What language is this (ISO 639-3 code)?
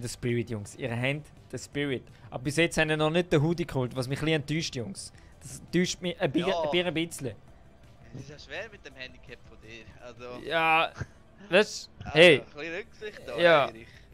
gsw